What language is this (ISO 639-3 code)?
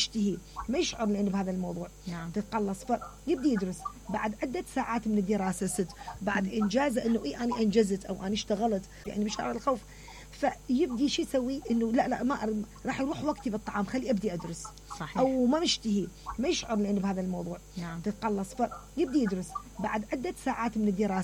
acm